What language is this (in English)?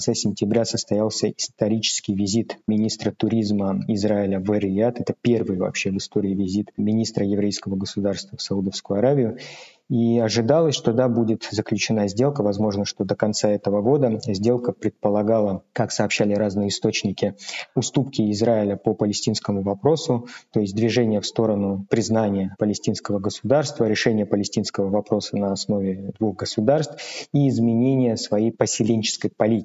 Russian